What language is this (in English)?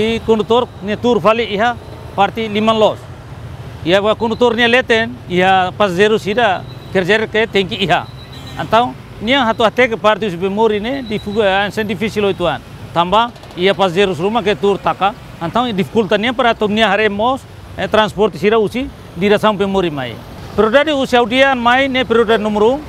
Tetum